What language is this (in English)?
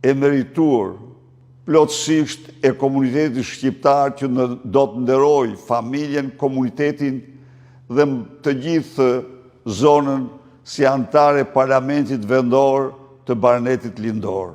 Albanian